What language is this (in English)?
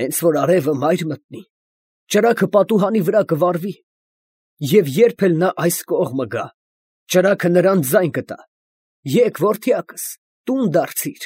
Armenian